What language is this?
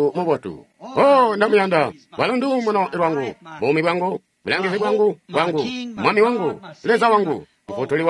Tonga (Zambia)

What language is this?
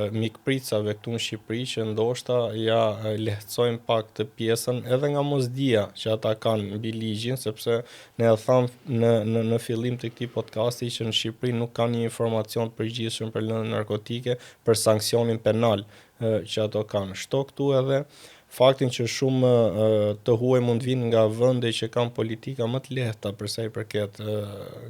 Albanian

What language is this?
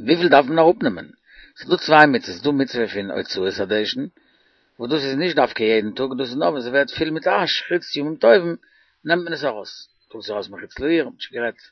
Yiddish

